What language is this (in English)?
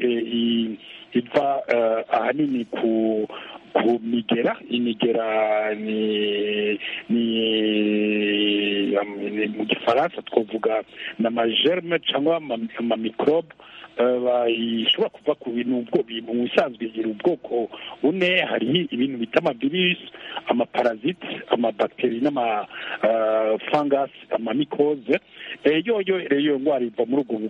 Kinyarwanda